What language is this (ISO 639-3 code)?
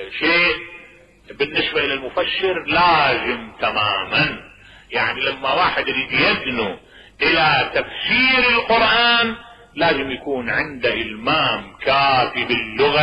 acm